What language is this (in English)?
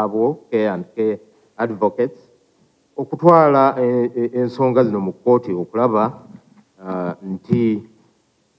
Ganda